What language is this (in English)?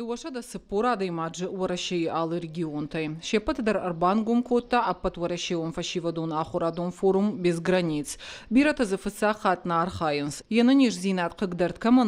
Ossetic